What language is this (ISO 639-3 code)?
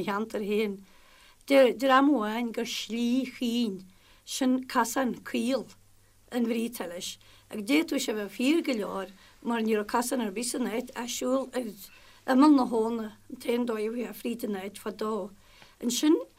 gle